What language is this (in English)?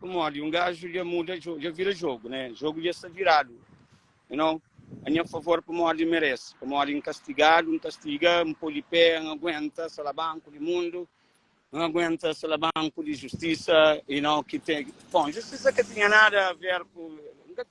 Kabuverdianu